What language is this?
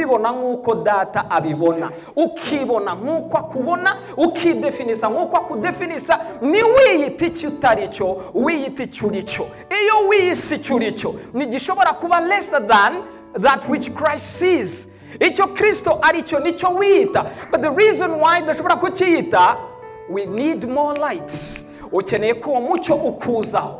Kinyarwanda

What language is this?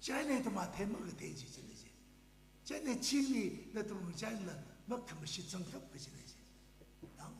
Tangkhul Naga (India)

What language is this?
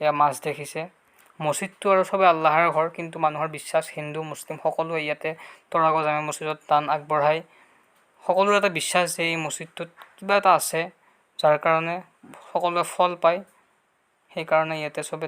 Assamese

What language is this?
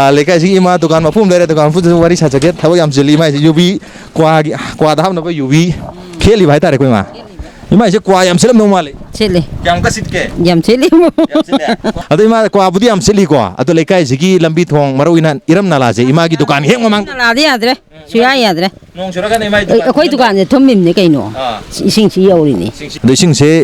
Manipuri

